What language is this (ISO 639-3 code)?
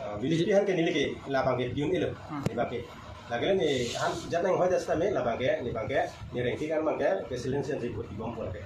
mjw